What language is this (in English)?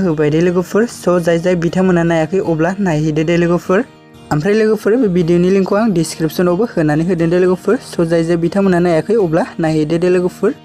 Bodo